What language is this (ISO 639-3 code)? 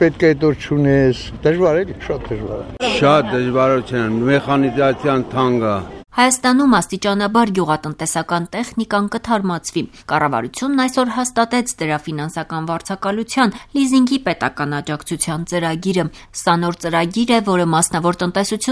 hye